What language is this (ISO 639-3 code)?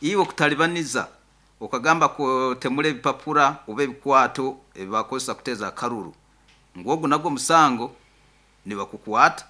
nyn